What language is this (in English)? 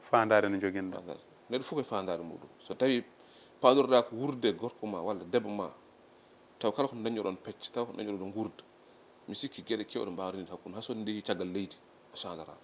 Fula